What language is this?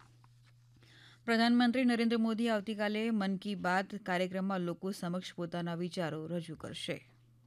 Gujarati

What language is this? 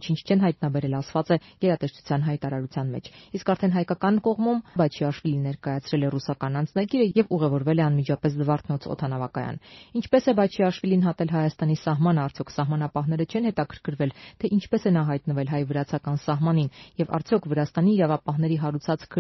Armenian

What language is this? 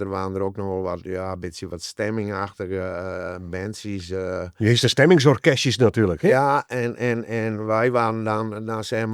Western Frisian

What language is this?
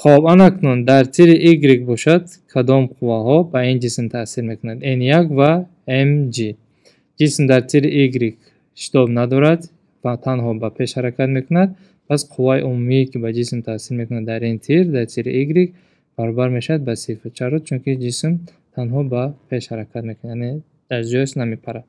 Tajik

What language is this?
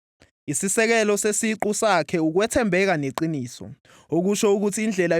Zulu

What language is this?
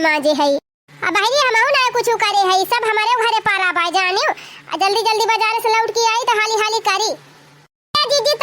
Awadhi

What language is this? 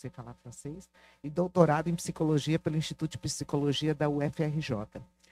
Portuguese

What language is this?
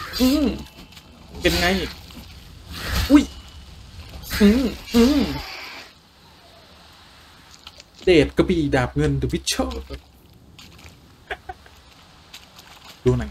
Thai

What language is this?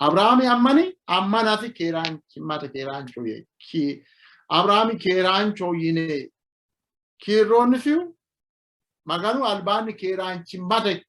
Sidamo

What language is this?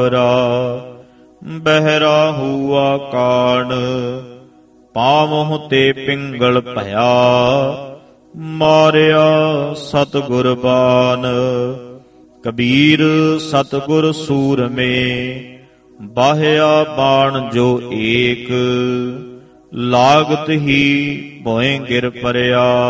Punjabi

